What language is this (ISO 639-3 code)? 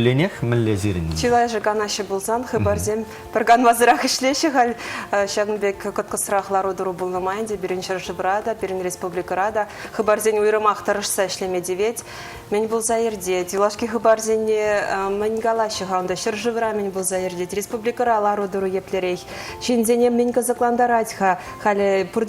chv